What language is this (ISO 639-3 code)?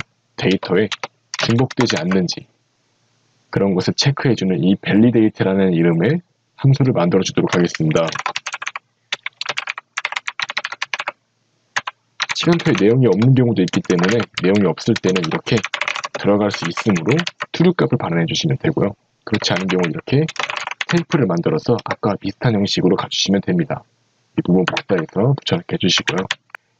kor